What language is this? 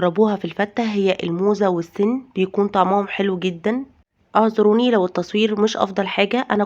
Egyptian Arabic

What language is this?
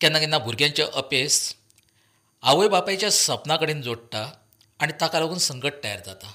Konkani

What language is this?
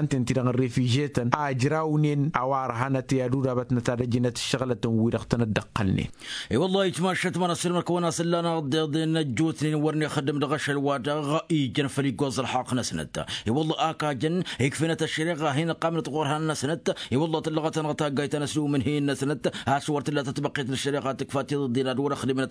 Tamasheq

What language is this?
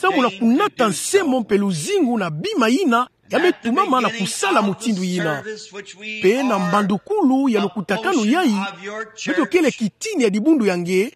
Kituba (Democratic Republic of Congo)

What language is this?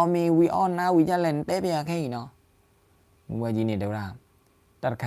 S'gaw Karen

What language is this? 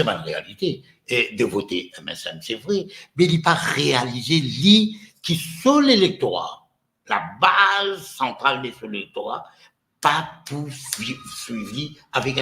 Morisyen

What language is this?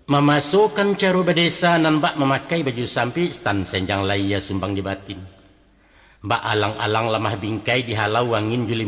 Minangkabau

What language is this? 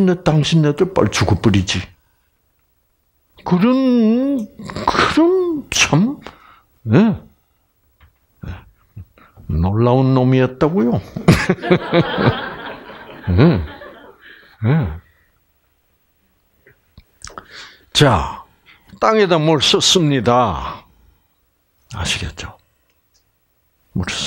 Korean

